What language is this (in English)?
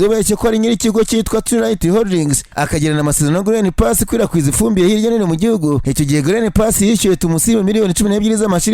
Kinyarwanda